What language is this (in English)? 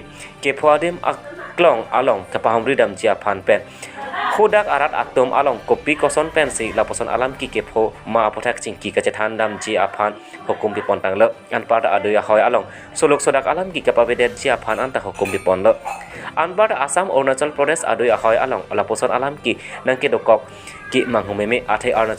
Karbi